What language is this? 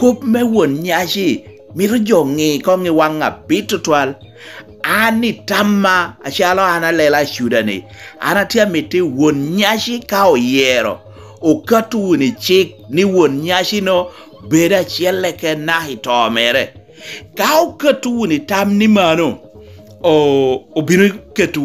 Lango (Uganda)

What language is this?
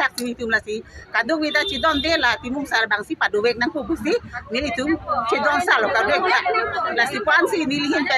Karbi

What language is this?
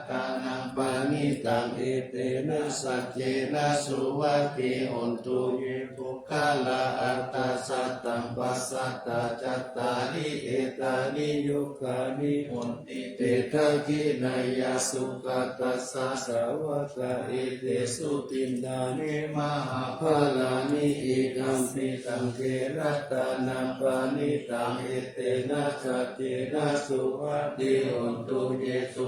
Pali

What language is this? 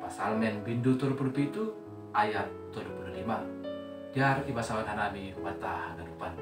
Batak Simalungun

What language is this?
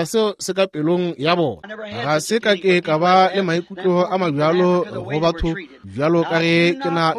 Northern Sotho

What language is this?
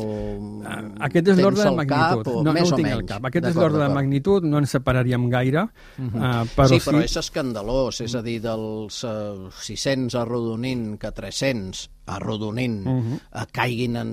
Catalan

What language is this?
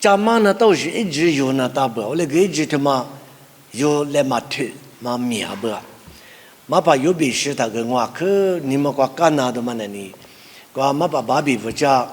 Lisu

